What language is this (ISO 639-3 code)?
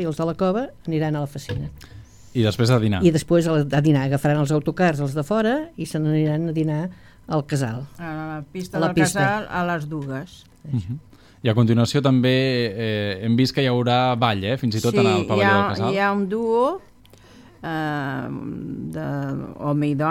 cat